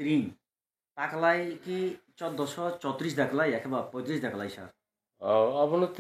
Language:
Kok Borok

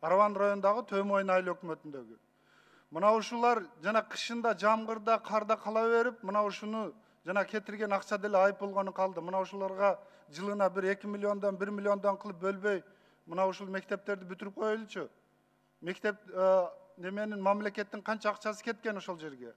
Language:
Kyrgyz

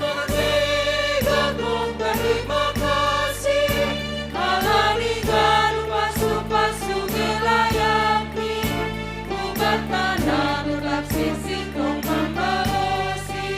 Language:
Batak Simalungun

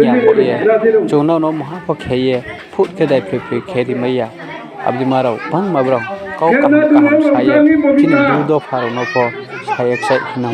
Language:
Riang (India)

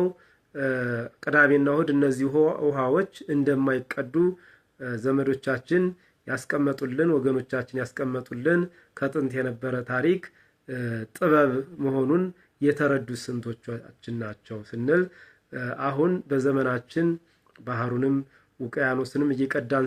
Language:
Amharic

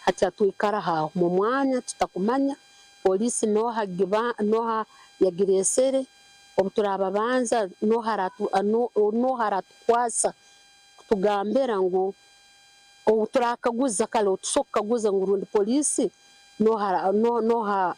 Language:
Nyankole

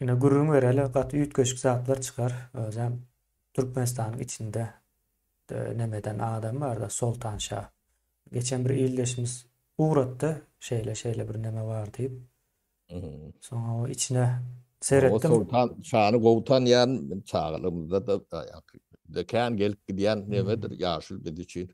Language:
Turkmen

